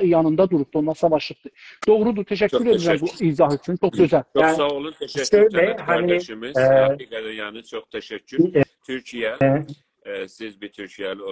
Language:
South Azerbaijani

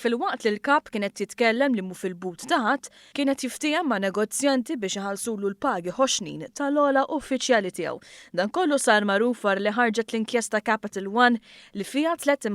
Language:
Maltese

